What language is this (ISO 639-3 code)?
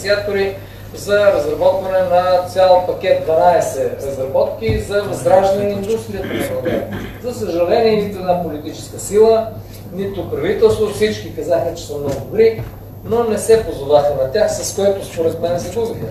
bul